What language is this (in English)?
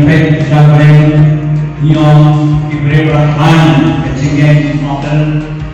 Khasi